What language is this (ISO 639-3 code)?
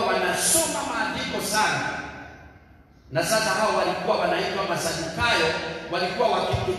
swa